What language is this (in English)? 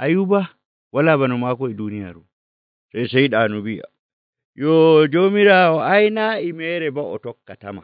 Nigerian Fulfulde